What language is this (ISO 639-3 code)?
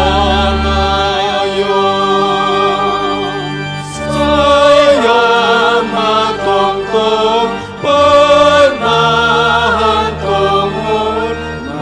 bts